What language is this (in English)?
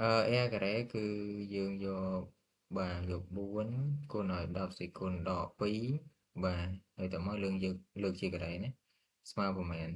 Khmer